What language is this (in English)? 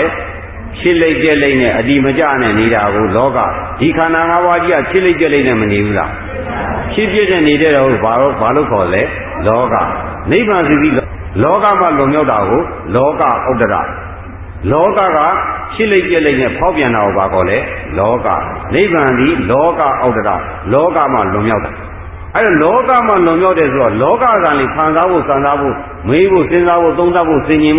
Burmese